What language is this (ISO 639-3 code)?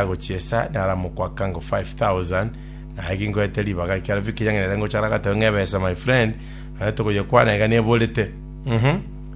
guz